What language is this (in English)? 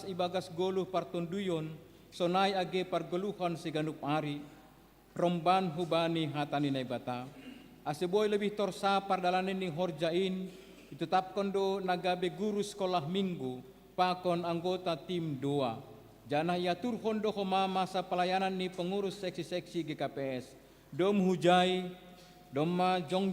Batak Simalungun